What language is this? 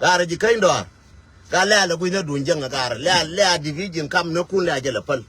Nuer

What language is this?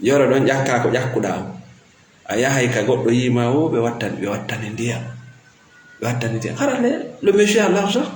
Fula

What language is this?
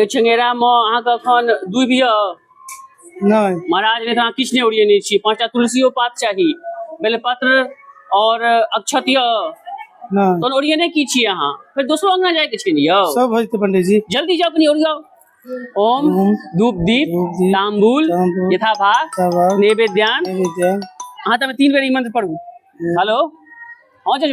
Maithili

